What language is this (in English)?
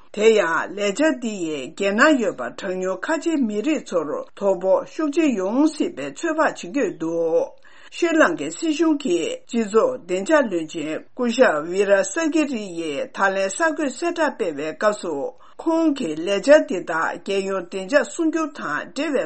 Tibetan